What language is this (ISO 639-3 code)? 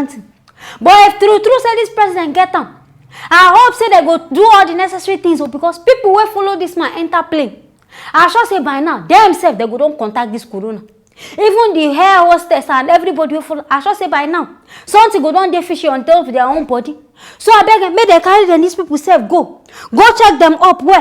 pcm